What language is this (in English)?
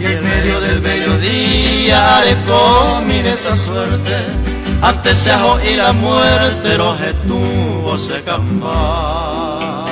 Guarani